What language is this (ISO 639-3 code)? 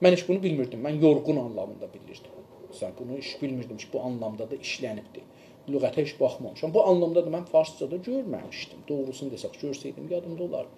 azb